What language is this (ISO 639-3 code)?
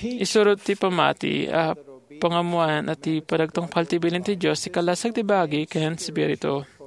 ilo